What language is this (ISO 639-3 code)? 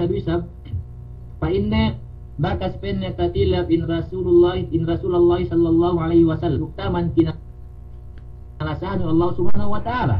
yka